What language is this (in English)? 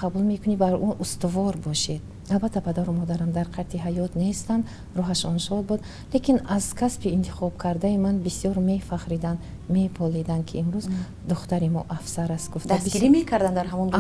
Tajik